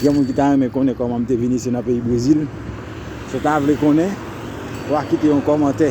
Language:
Haitian Creole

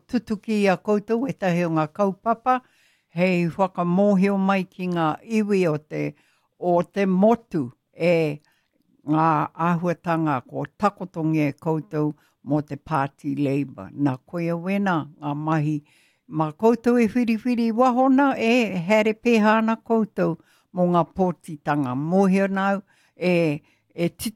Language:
Māori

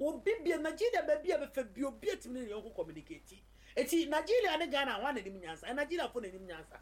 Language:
Akan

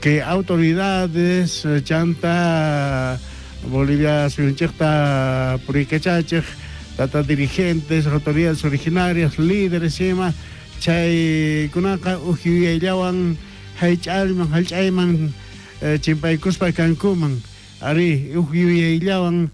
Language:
South Bolivian Quechua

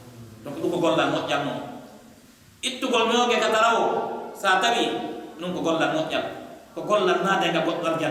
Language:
Pular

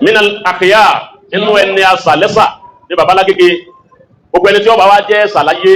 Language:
Yoruba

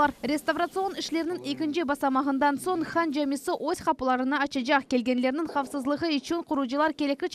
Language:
Crimean Tatar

